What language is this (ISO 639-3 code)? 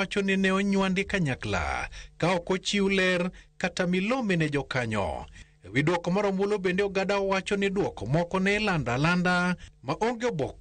luo